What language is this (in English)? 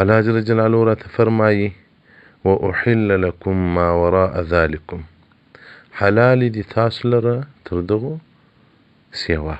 Pashto